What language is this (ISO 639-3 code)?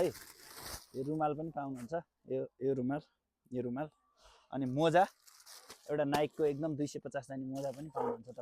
nep